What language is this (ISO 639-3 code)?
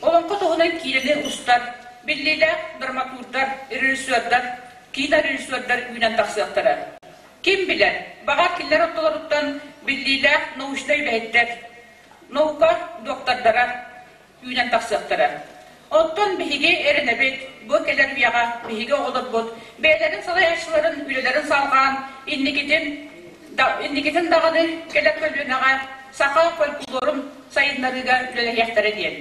sah